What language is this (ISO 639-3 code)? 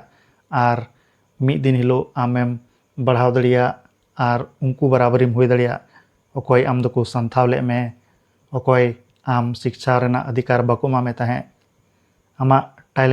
sat